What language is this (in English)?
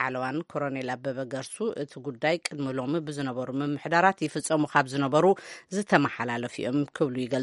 Tigrinya